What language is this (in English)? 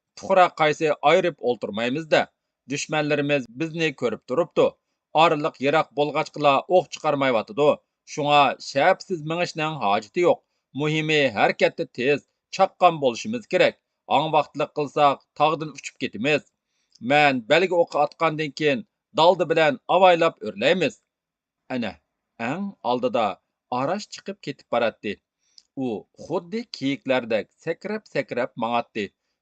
Uyghur